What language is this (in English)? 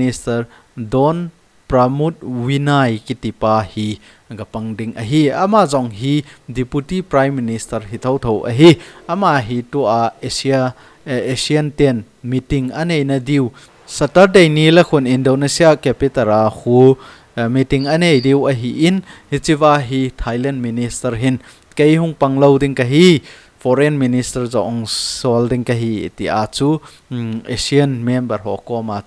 Thado Chin